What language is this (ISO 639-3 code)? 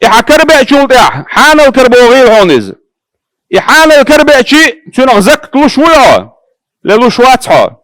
che